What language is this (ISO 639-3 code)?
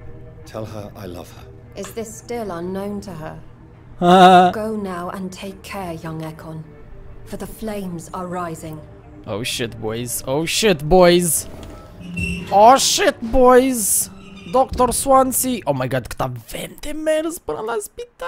ron